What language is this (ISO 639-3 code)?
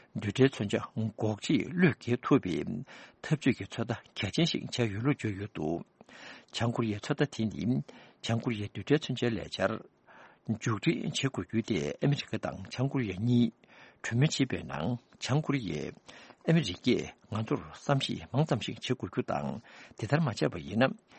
bod